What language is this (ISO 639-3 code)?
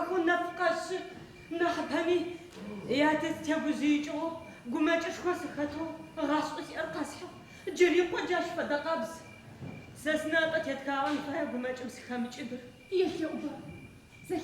ady